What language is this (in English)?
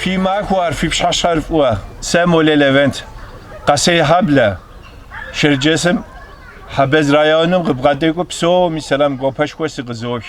Kabardian